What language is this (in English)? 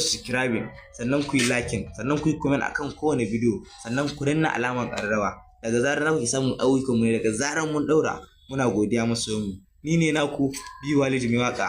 Hausa